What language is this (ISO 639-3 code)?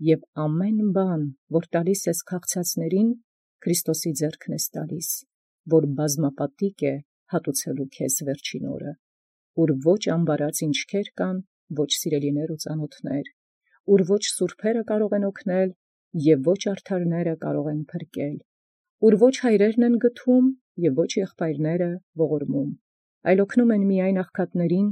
hye